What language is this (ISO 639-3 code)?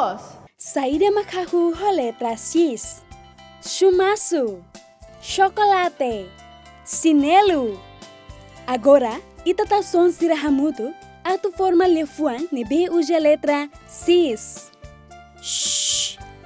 tet